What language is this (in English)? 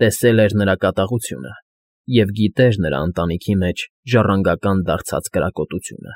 Armenian